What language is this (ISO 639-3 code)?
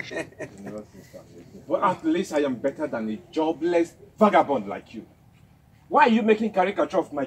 ibo